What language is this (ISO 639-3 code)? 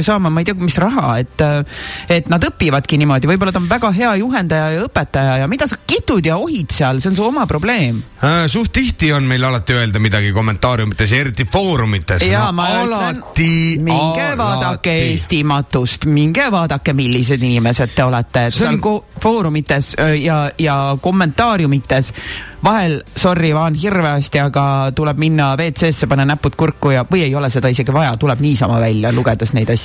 est